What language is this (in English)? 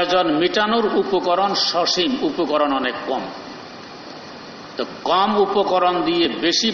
Bangla